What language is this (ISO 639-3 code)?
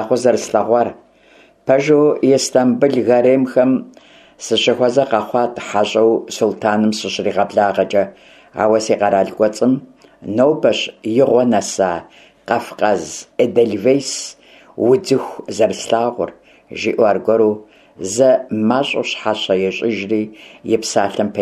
kbd